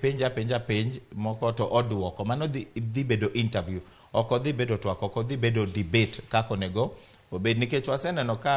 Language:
Luo (Kenya and Tanzania)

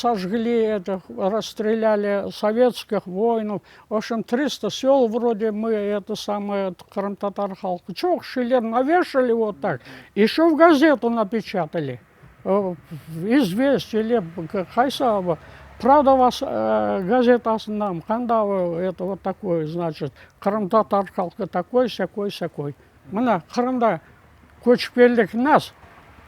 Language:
Crimean Tatar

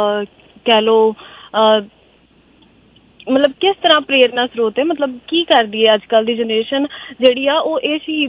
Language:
Punjabi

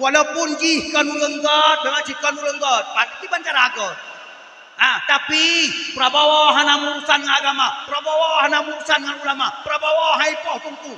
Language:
Achinese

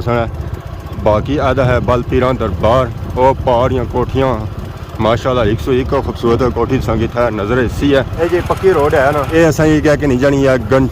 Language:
Pahari-Potwari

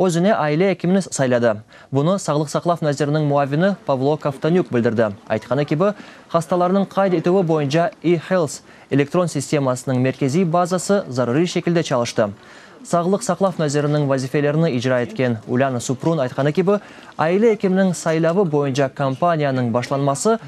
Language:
Crimean Tatar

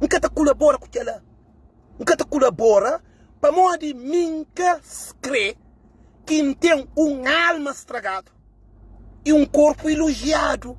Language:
Kabuverdianu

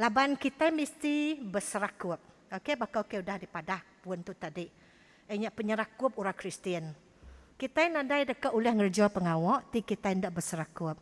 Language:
Iban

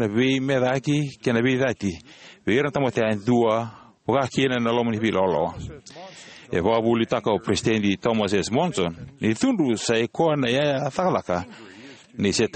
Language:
Fijian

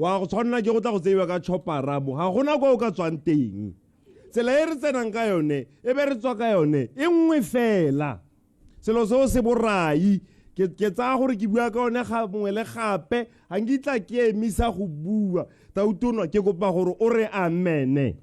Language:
Tswana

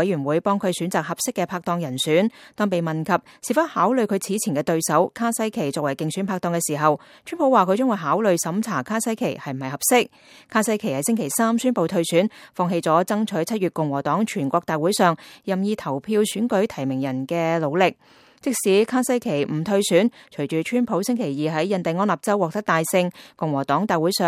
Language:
Cantonese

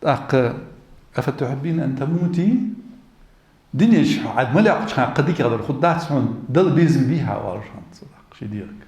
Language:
Ingush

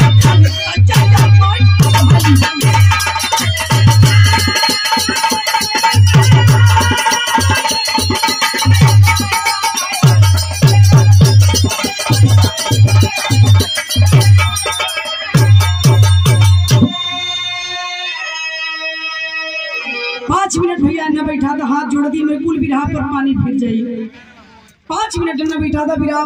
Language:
Bhojpuri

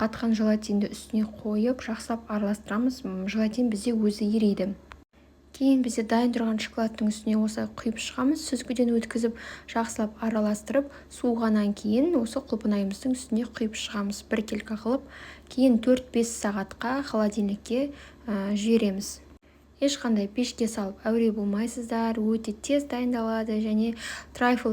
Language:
Kazakh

